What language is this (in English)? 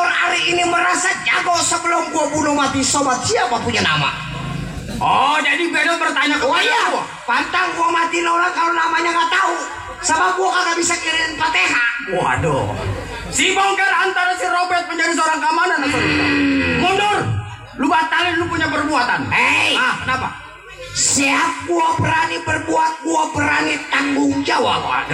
Betawi